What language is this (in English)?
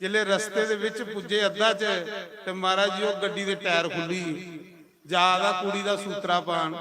Dogri